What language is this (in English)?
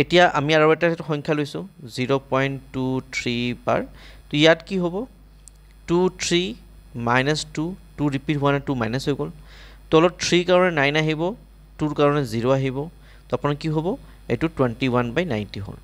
Assamese